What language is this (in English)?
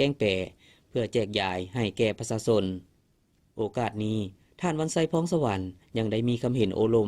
Lao